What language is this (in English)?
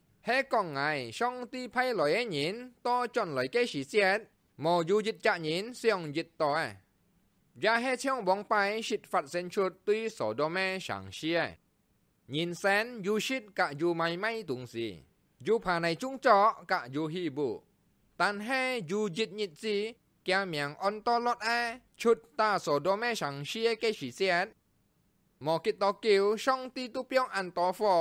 Hakka Chinese